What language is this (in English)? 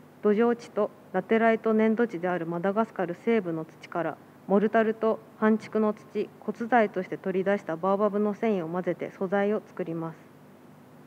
Japanese